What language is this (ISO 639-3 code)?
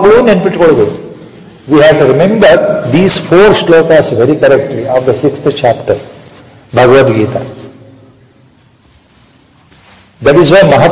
kan